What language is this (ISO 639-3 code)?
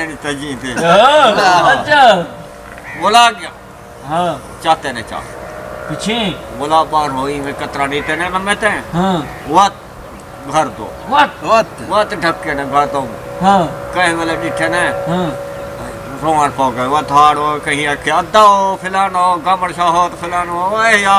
skr